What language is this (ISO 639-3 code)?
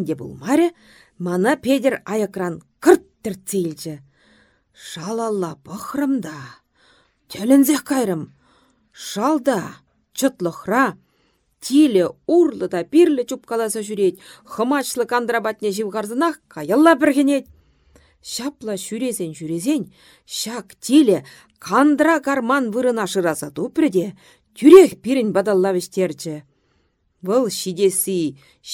chv